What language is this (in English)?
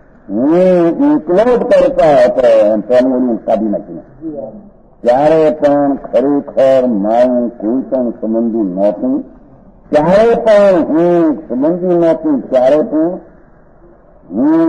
Gujarati